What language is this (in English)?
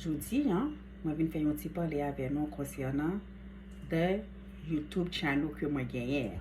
Haitian Creole